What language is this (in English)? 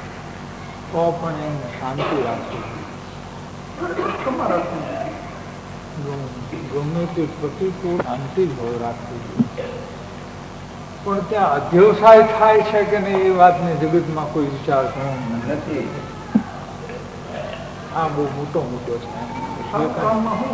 Gujarati